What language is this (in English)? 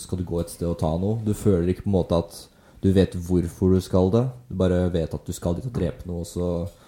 Norwegian